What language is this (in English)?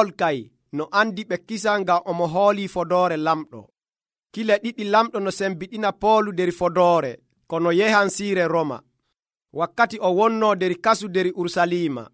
Nigerian Fulfulde